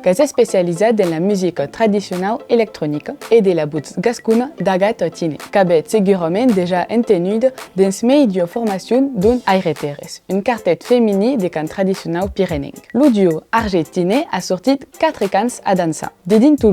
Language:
Occitan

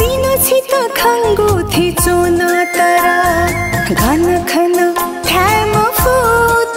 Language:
Newari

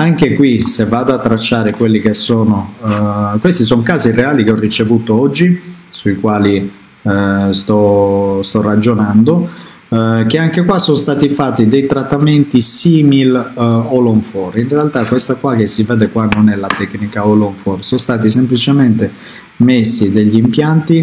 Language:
Italian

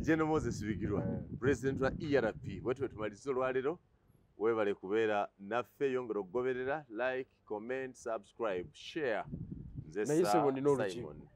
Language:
Ganda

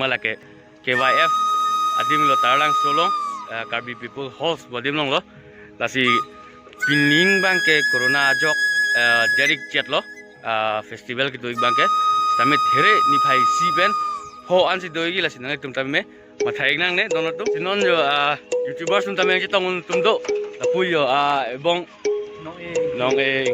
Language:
Karbi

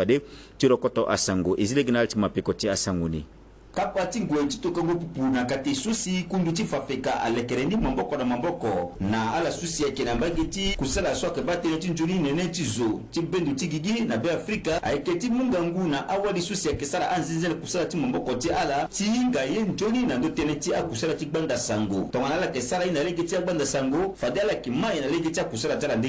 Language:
Sango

